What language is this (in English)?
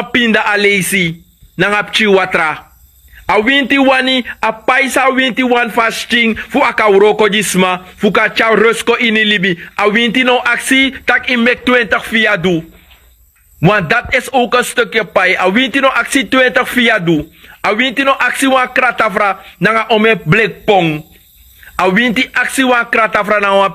Sranan Tongo